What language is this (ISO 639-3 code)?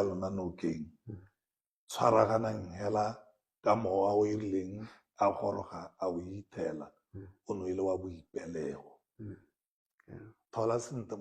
tsn